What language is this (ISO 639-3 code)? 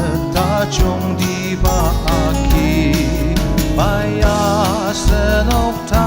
njo